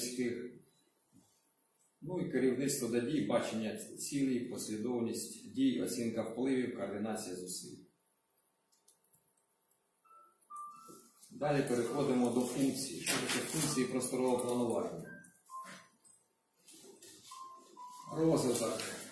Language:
Ukrainian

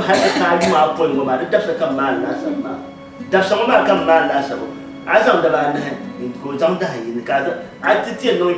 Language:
Dagbani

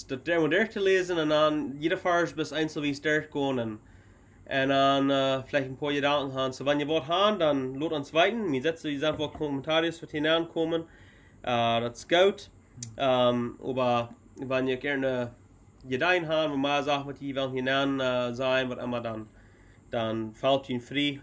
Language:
Plautdietsch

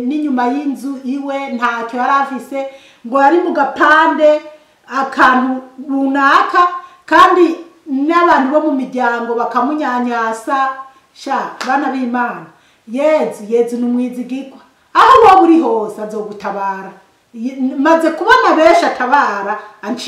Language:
Rundi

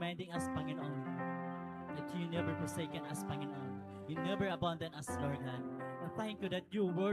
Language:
Waray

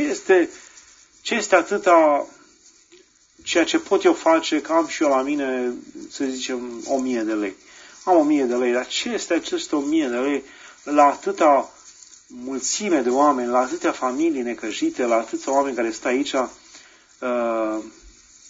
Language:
Romanian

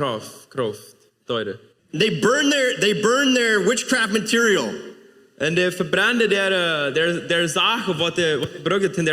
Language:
Plautdietsch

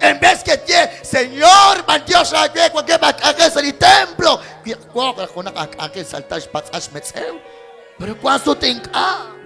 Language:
Kekchí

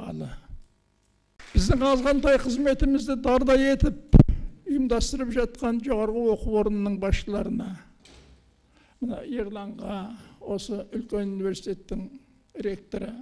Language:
Kazakh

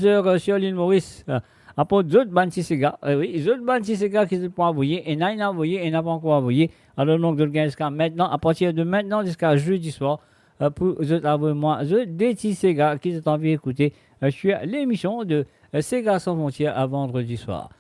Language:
Morisyen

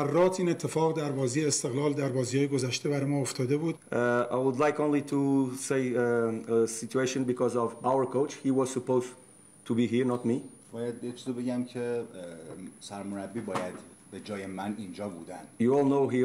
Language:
Persian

